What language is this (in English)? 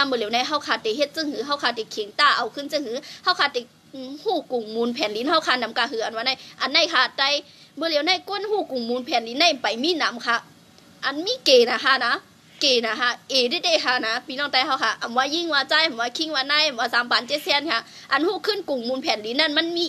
Shan